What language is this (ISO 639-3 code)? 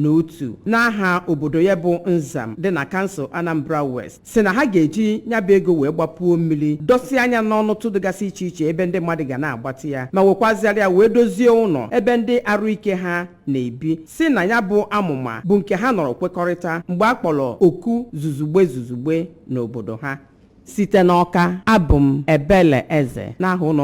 ibo